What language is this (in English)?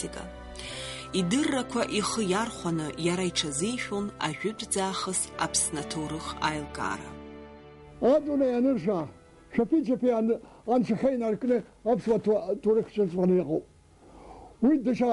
Abkhazian